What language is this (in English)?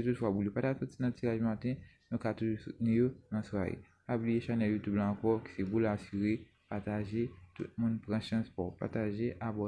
Haitian Creole